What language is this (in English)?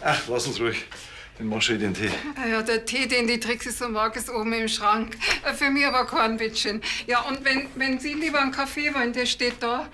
Bavarian